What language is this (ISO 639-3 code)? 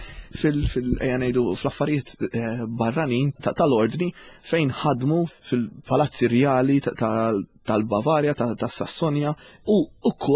mlt